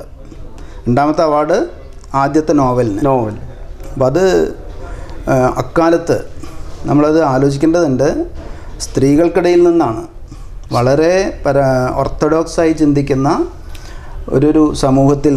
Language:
Malayalam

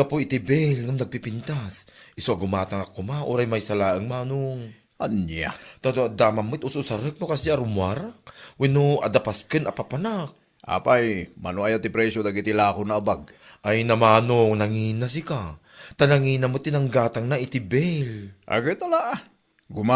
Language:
Iloko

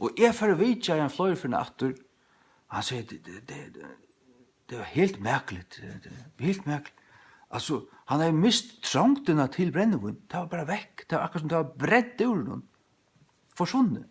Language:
Faroese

